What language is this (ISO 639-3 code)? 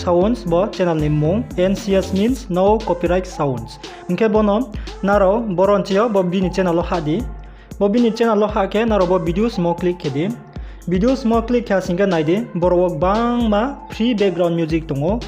ria